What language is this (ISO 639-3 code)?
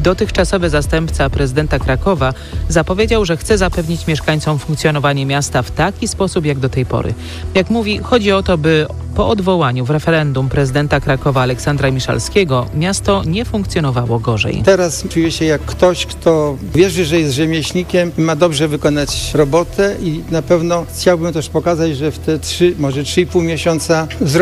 pol